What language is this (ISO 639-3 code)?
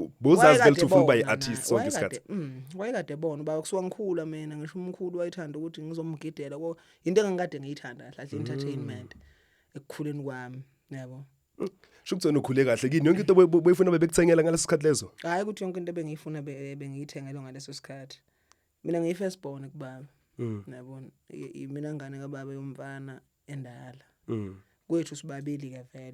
zul